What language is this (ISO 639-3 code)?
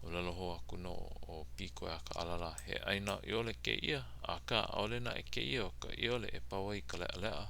haw